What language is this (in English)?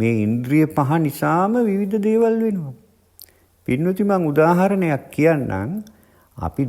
Sinhala